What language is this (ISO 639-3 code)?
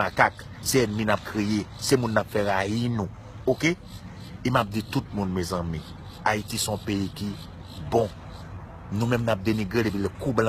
hat